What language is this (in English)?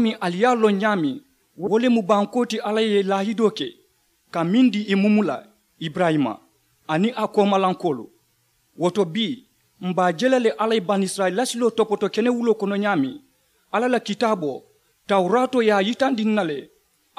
Mandingo